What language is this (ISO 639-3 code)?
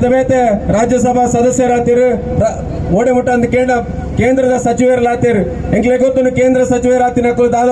tcy